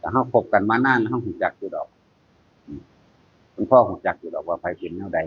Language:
Northeastern Thai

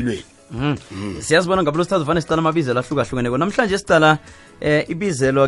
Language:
South Ndebele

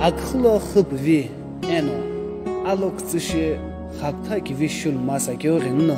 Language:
Sumi Naga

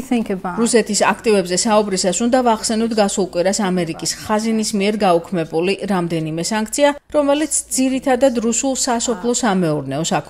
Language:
Georgian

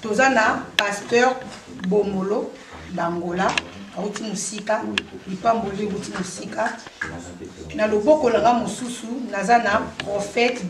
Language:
Lingala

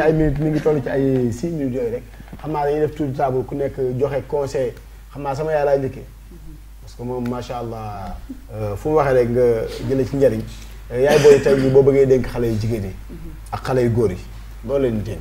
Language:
Wolof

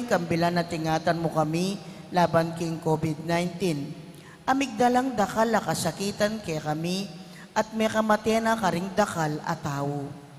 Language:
Pampanga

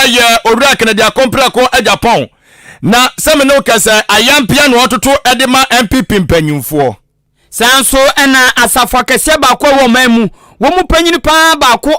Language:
Akan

